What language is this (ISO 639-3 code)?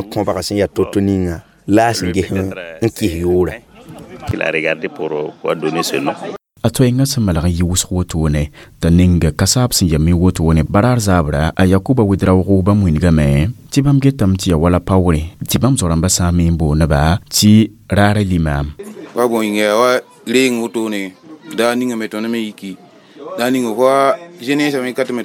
mos